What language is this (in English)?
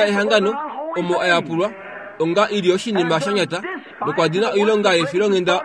Kuanyama